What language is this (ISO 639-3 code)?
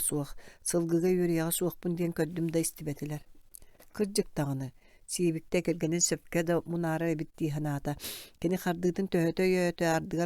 sah